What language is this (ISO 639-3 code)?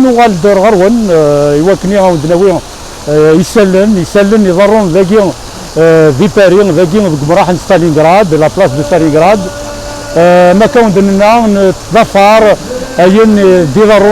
kab